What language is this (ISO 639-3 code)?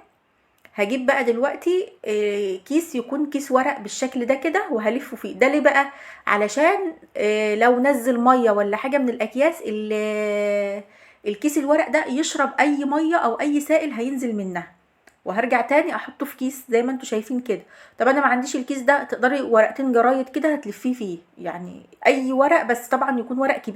arz